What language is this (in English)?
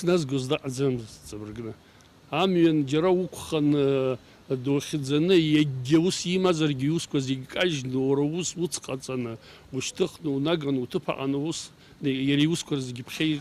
Abkhazian